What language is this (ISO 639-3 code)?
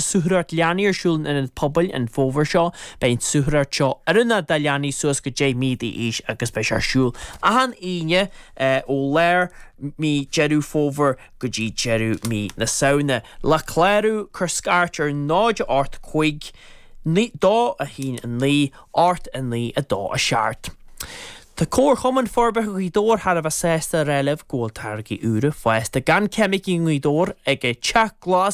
gle